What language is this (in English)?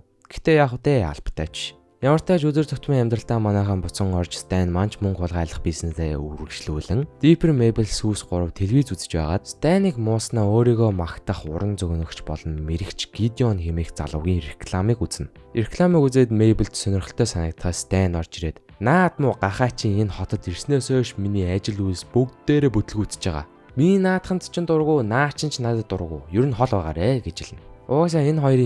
Mongolian